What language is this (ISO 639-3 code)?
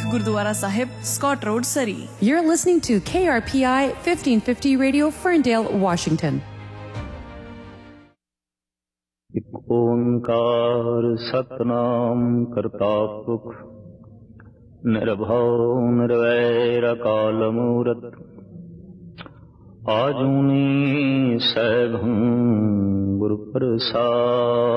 pan